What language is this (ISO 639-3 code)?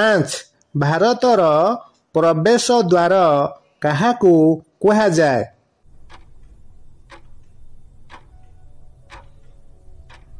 ori